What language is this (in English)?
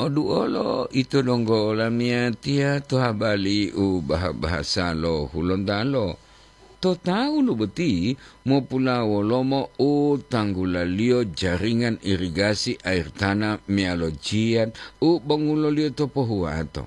Gorontalo